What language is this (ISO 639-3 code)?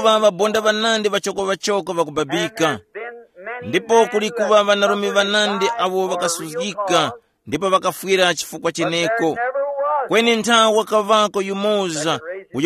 tum